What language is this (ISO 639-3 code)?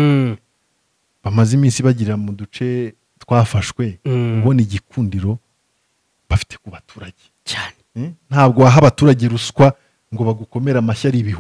kin